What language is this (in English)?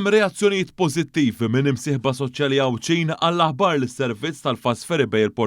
Maltese